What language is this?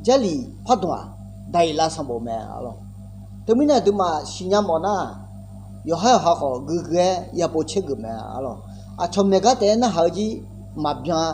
Akha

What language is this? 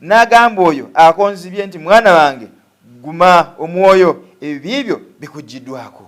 Ganda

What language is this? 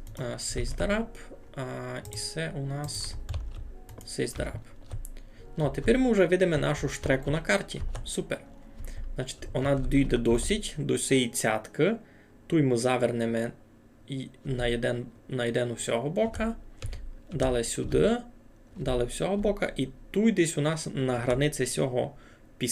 Rusyn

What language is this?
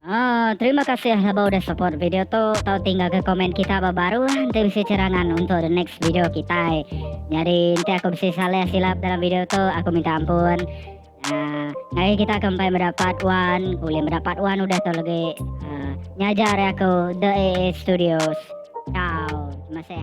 Iban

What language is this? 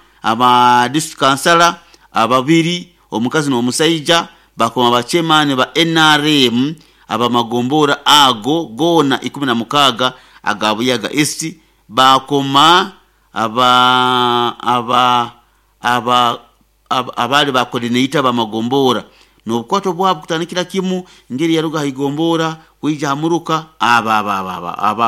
Nyoro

